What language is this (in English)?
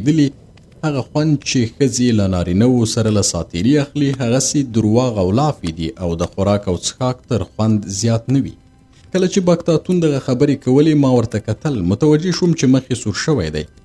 Pashto